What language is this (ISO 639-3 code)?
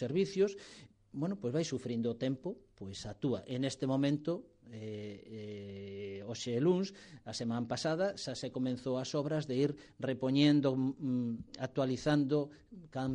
glg